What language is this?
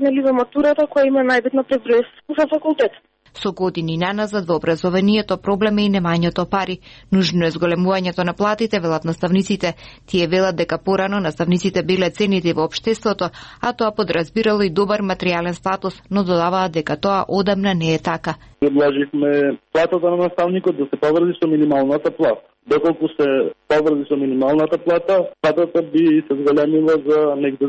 Macedonian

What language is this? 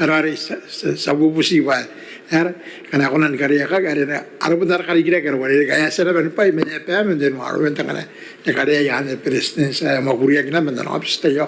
Gilbertese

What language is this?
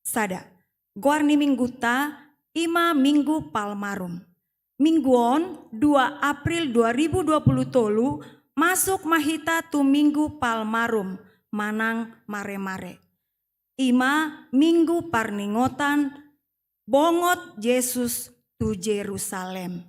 Batak Toba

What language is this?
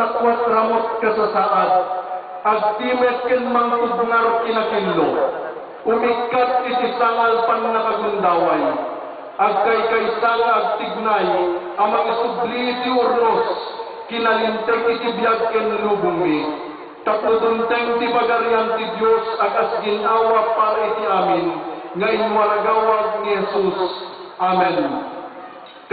Iloko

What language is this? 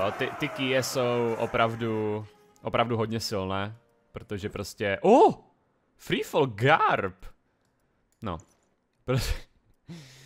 Czech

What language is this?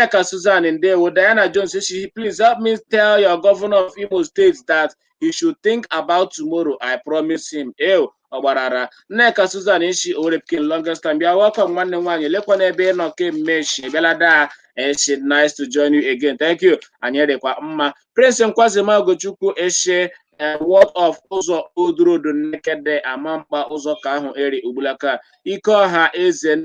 Igbo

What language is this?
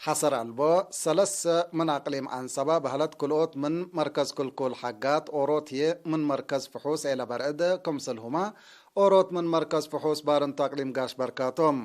Tigre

